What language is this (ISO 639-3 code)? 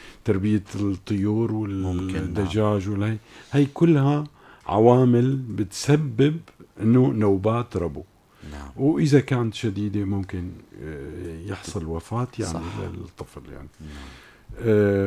apc